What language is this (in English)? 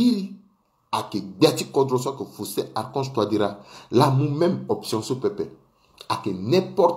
Sango